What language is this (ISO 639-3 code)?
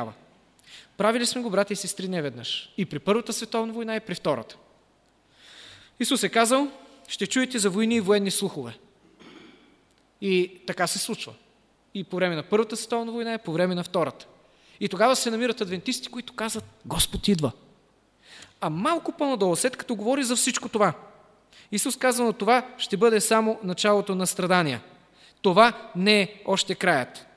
bul